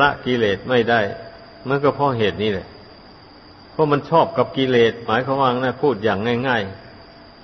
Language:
Thai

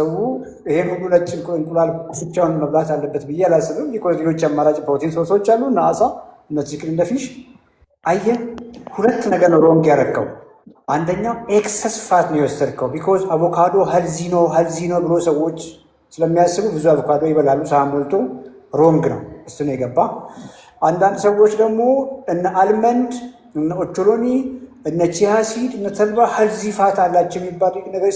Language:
Amharic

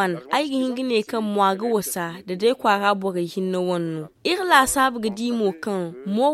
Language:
Zarma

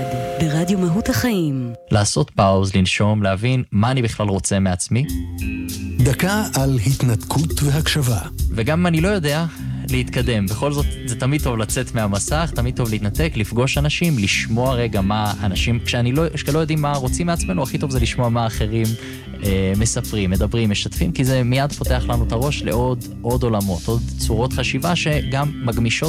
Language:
Hebrew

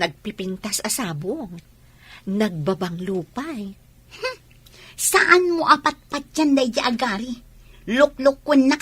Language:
Iloko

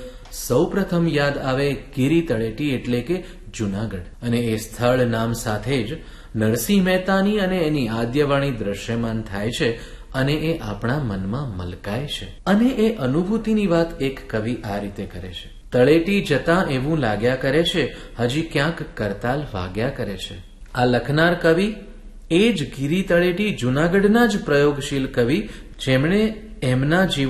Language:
Gujarati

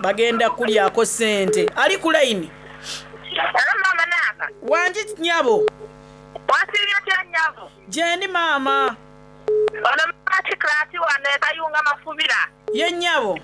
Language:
Soga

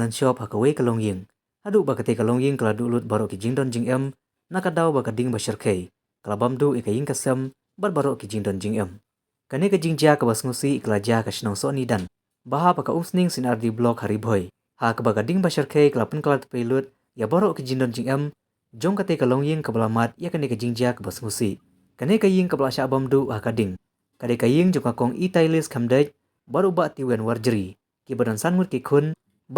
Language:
Khasi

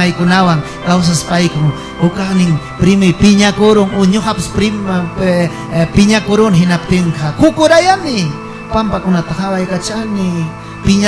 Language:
Ayacucho Quechua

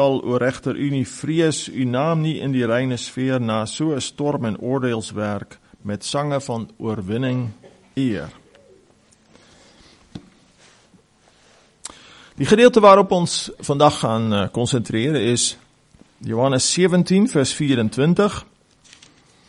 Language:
Afrikaans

